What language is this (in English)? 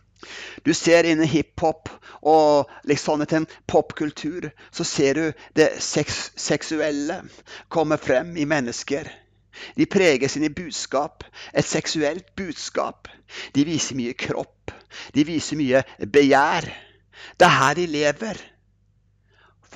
Norwegian